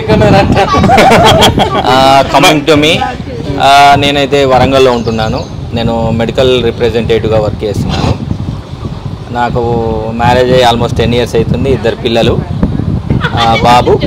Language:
Telugu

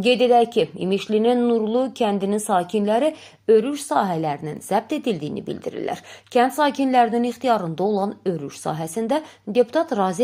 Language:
Azerbaijani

